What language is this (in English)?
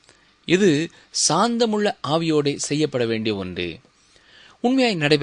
Tamil